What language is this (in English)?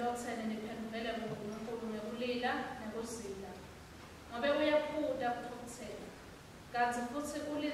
Swati